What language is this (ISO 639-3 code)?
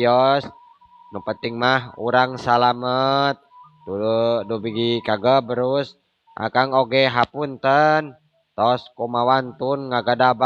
sun